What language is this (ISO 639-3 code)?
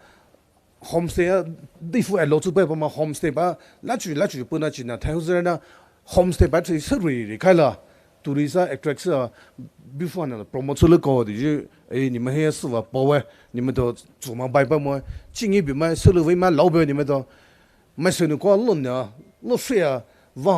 pmx